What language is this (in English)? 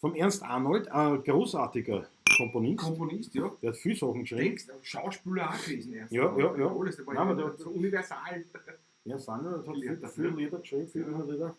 Bavarian